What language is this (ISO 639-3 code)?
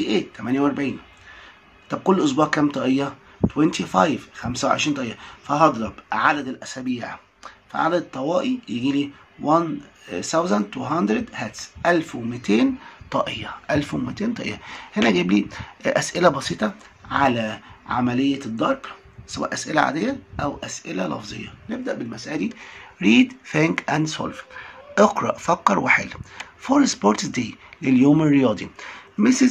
arz